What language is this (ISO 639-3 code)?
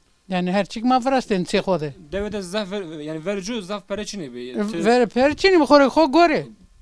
zza